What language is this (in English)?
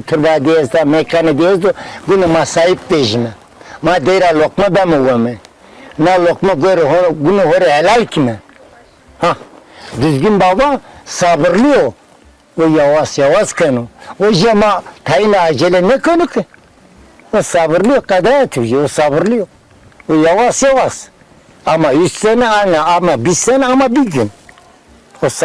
Zaza